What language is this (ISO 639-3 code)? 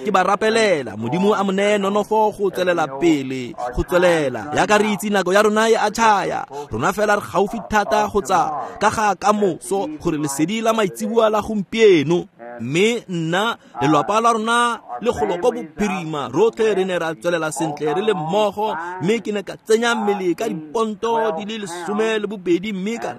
tsn